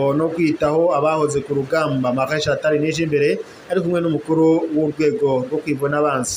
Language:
Rundi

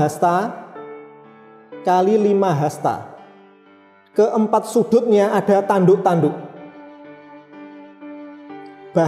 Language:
Indonesian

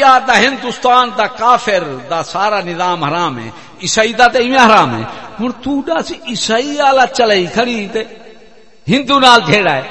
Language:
Saraiki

